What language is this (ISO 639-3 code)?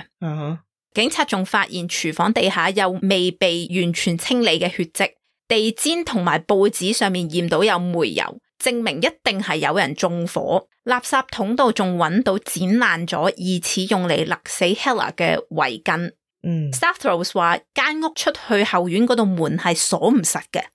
yue